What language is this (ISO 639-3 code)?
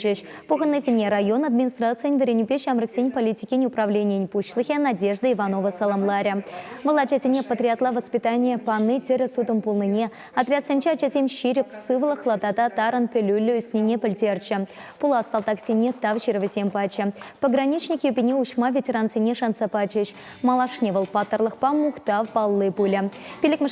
chv